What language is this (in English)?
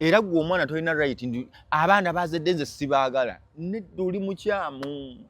Ganda